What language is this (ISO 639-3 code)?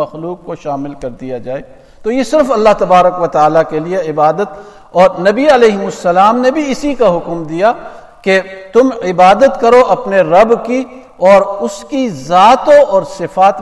urd